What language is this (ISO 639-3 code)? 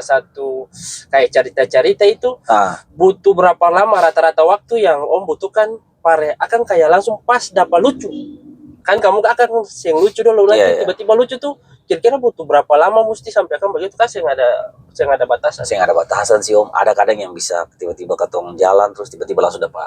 abs